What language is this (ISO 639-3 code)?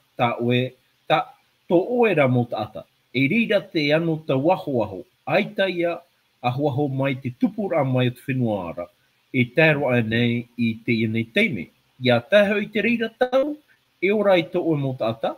tah